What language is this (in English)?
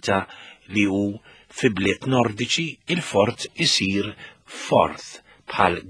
Maltese